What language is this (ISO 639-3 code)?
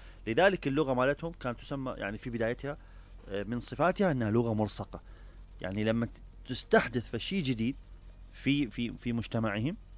acm